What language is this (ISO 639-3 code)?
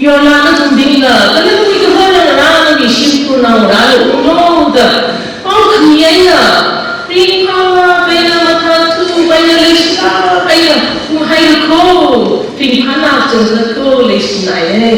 nmf